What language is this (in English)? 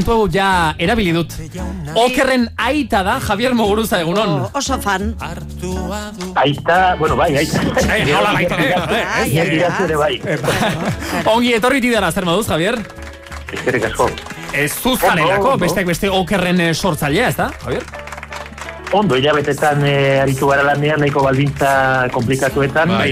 Basque